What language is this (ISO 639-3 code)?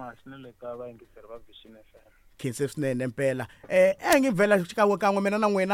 tso